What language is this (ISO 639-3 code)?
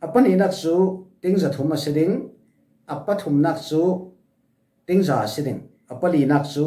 cfm